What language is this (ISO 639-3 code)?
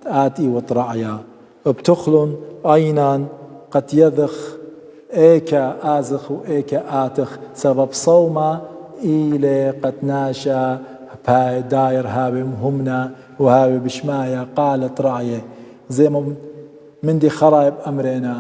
aii